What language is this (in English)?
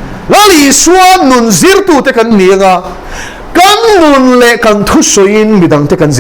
Mizo